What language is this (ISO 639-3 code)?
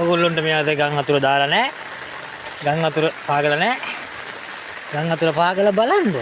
sin